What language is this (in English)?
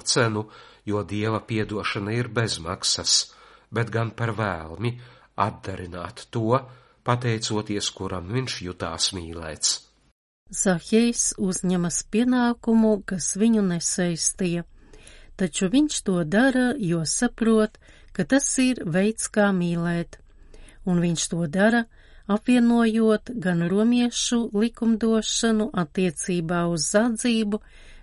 Latvian